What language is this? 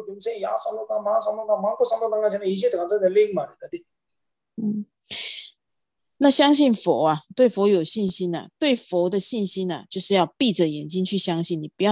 Chinese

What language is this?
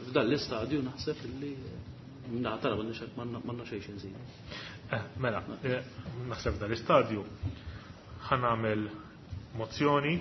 Maltese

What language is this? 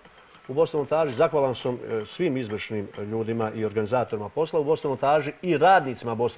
Serbian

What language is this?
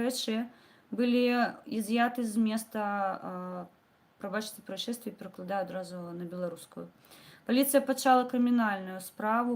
Belarusian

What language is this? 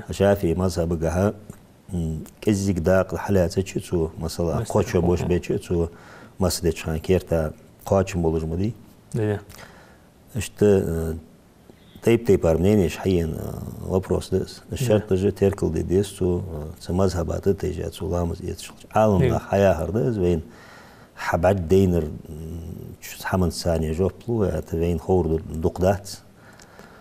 Ingush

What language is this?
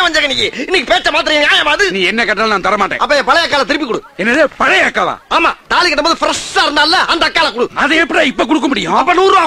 Tamil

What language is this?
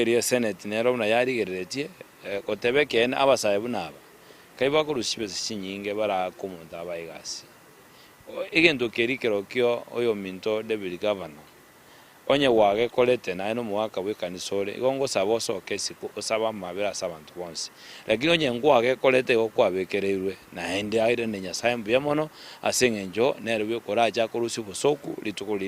Gusii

